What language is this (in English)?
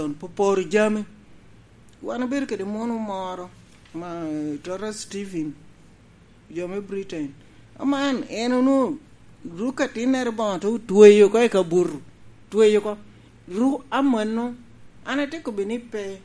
Lango (Uganda)